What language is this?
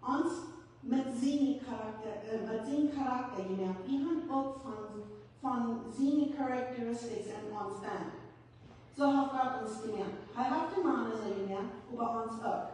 Plautdietsch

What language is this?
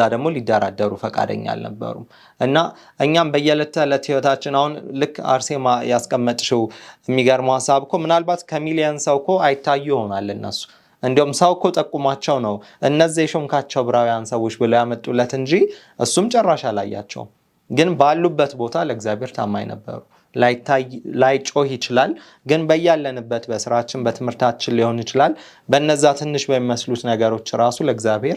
Amharic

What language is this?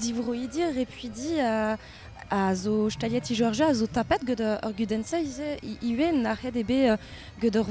Breton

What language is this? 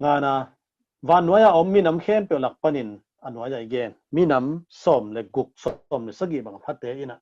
Tedim Chin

